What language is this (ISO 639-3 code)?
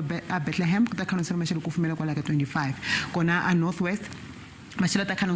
tso